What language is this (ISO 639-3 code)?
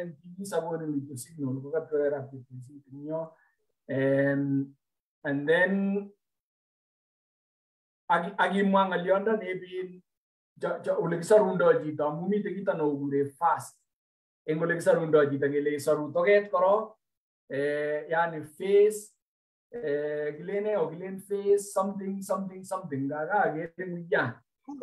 swa